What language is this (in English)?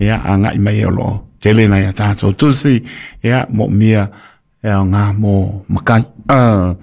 Samoan